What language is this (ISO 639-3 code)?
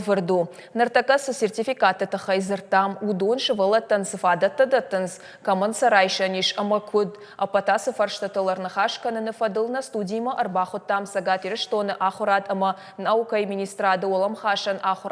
oss